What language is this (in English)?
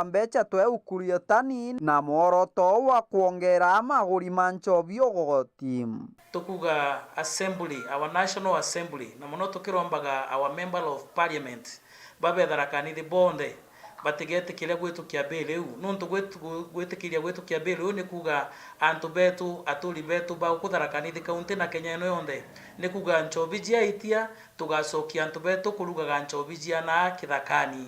Meru